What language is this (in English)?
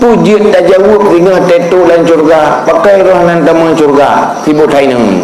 Achinese